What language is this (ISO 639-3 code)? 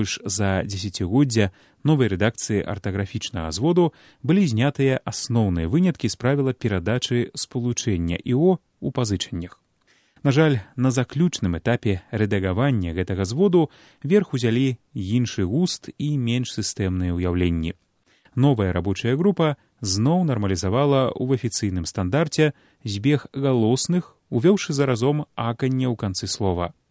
bel